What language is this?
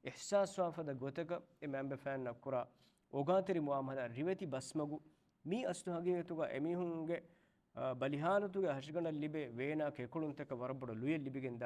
Divehi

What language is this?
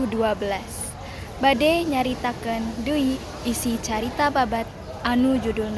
Sundanese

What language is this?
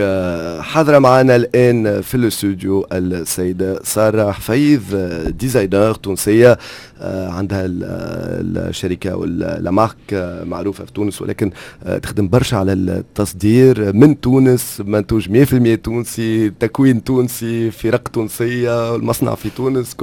Tunisian Arabic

